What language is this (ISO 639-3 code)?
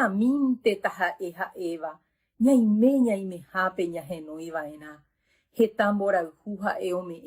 grn